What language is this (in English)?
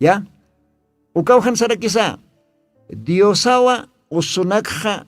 Aymara